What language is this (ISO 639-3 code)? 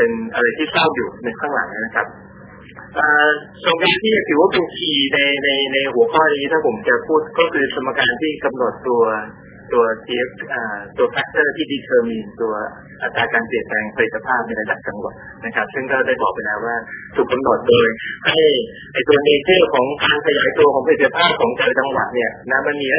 tha